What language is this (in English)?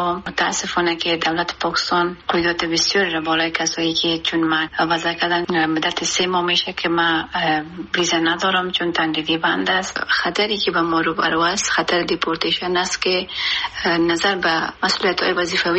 Persian